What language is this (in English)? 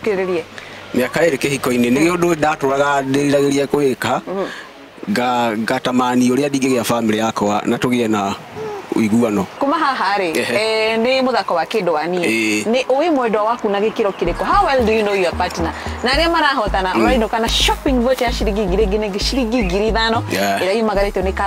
Kikuyu